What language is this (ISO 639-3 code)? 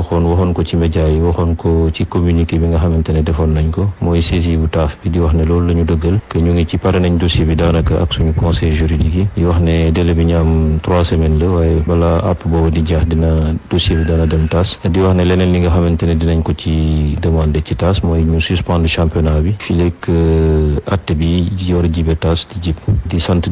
wol